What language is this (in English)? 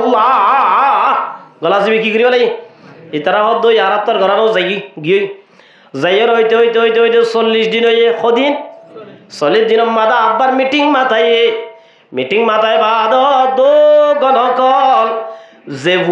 Rohingya